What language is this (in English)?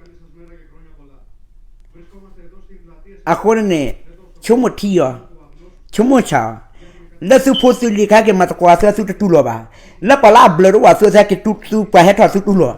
S'gaw Karen